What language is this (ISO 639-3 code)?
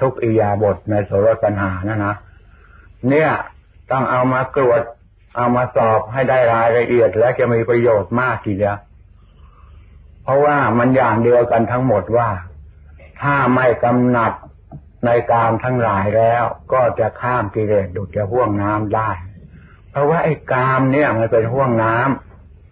tha